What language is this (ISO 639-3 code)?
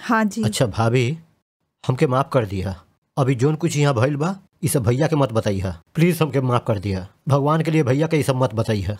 bho